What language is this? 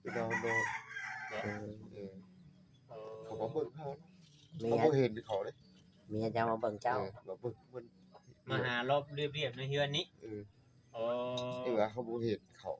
Northeastern Thai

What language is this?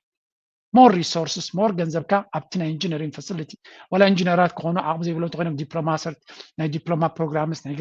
Tigrinya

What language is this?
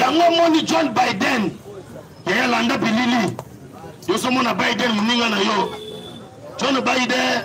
Lingala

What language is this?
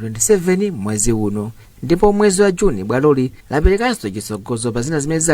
Nyanja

